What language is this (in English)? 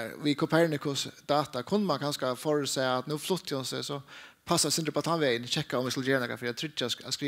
Faroese